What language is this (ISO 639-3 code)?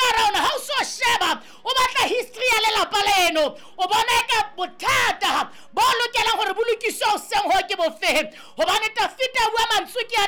sot